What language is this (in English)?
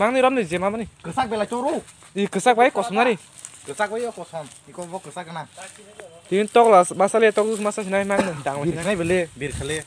Kok Borok